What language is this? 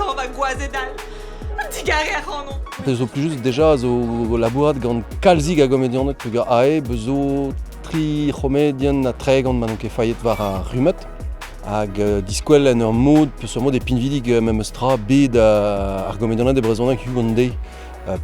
Breton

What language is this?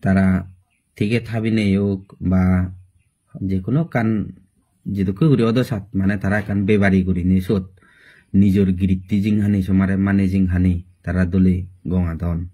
Chakma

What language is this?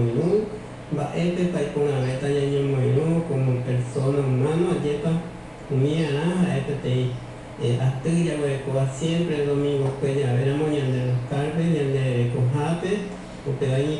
Guarani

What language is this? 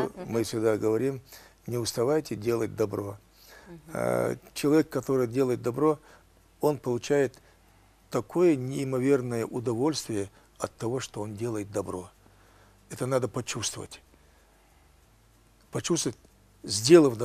Russian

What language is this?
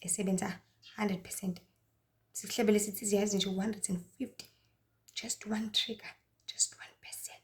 Zulu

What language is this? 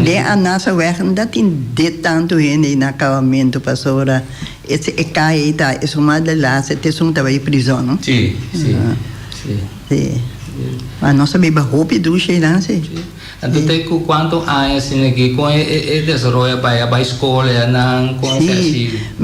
Papiamento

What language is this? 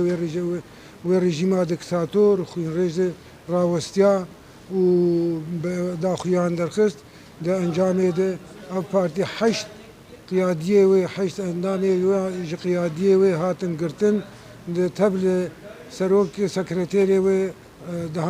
Kurdish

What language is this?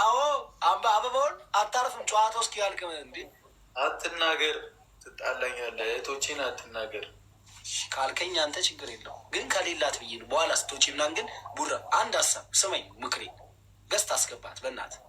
Amharic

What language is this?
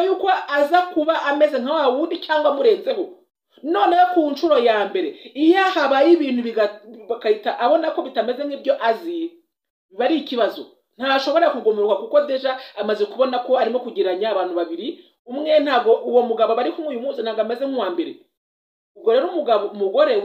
Kinyarwanda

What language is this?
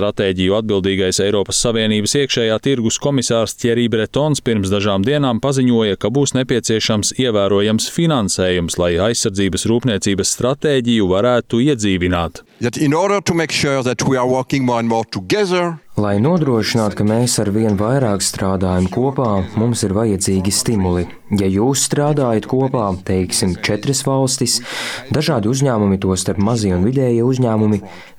Latvian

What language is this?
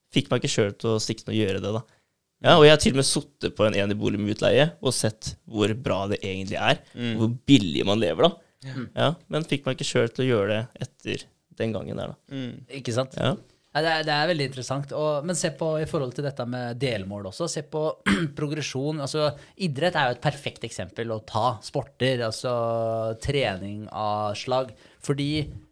Norwegian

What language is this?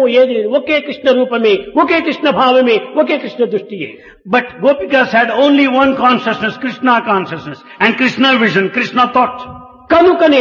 Telugu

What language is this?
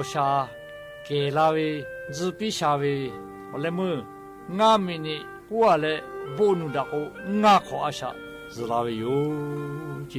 Lahu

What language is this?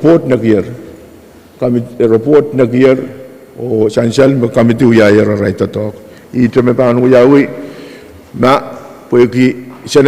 Pohnpeian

